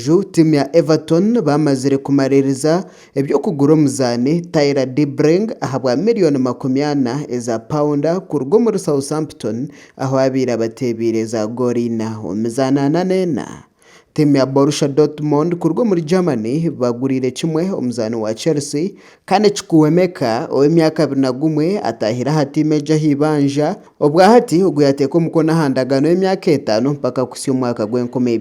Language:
Nyankole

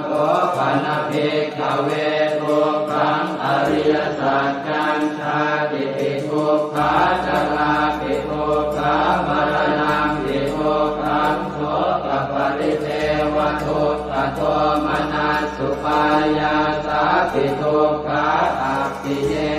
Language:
Pali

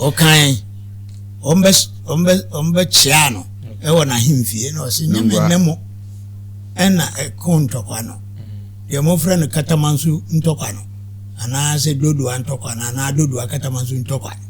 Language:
Akan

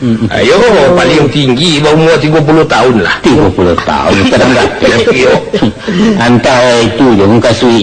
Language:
Minangkabau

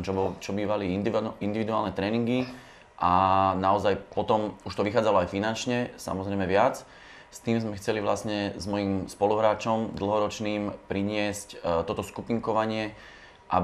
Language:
Slovak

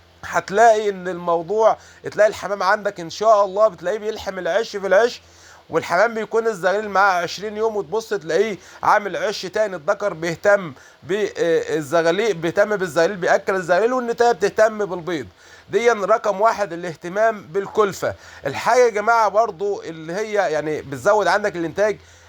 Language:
Egyptian Arabic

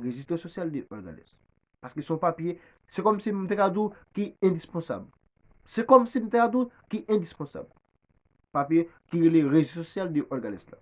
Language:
Haitian Creole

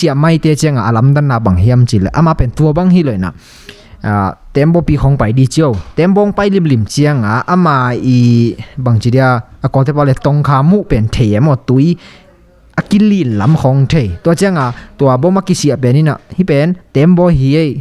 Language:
Tedim Chin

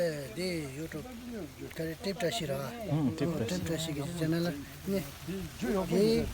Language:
Tibetan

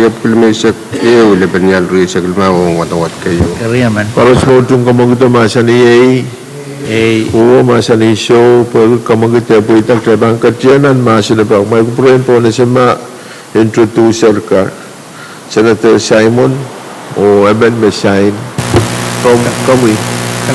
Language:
Pohnpeian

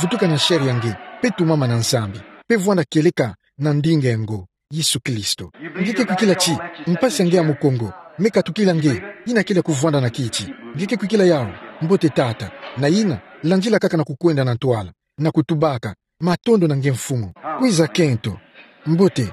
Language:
Kituba (Democratic Republic of Congo)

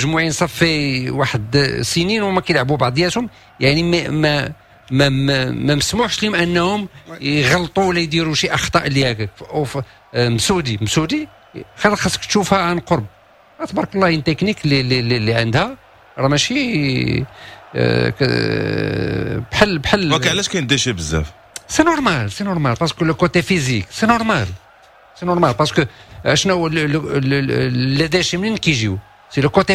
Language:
Moroccan Arabic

